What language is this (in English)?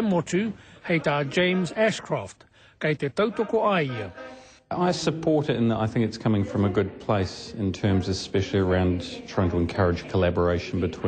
Māori